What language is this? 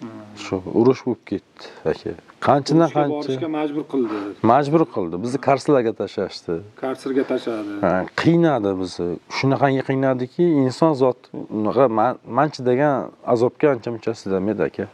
Uzbek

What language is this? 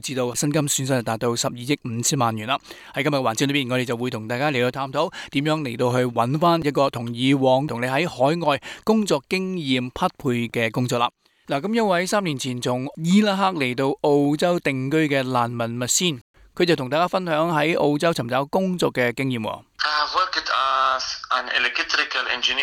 Cantonese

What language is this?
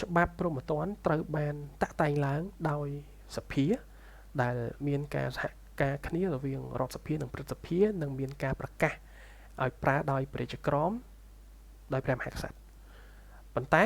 Khmer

